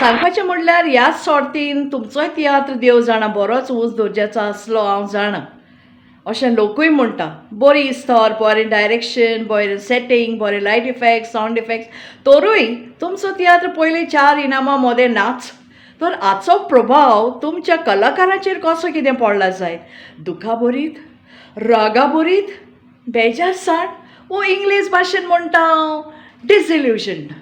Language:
Konkani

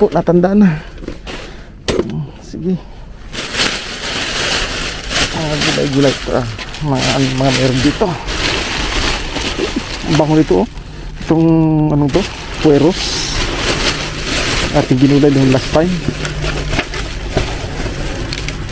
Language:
Filipino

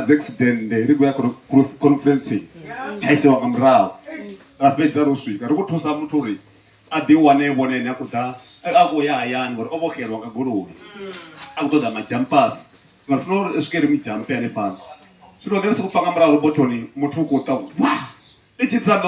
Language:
Venda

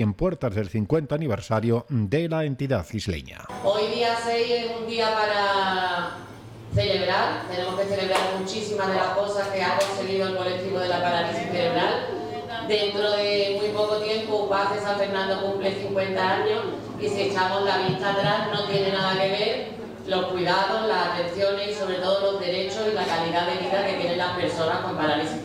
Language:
Spanish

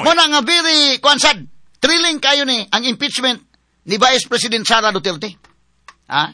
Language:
Cebuano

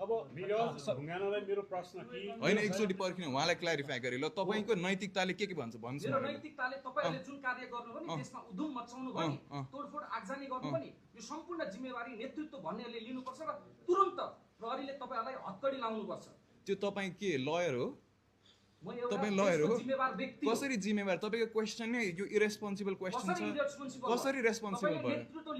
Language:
Nepali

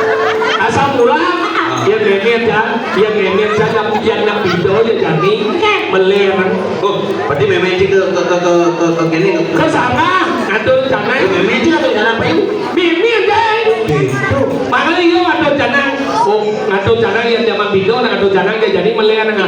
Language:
Balinese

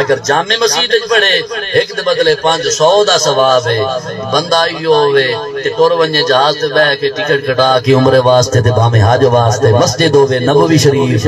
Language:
Saraiki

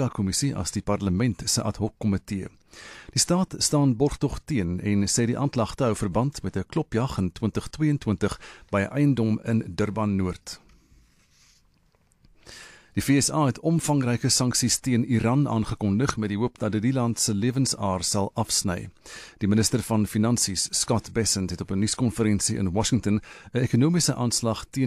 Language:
Afrikaans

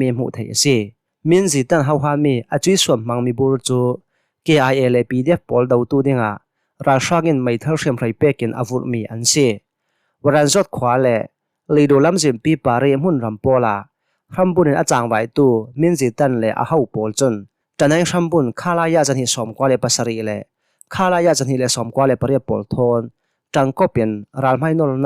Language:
Hakha Chin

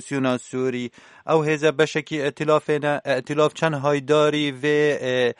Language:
Kurdish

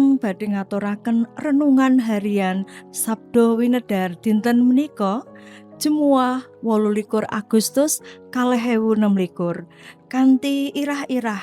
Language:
Javanese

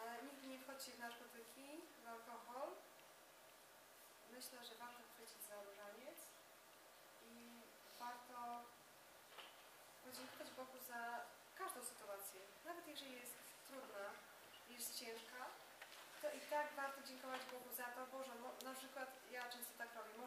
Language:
Polish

